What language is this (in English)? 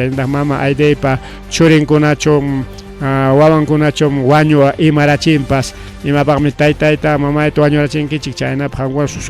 Ayacucho Quechua